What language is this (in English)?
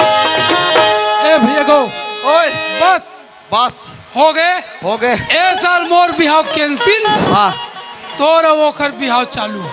Chhattisgarhi